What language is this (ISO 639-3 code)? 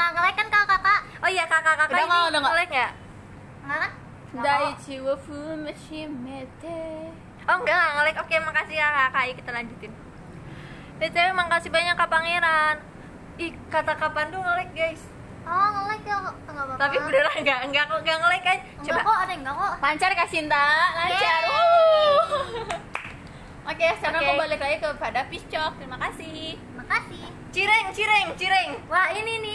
ind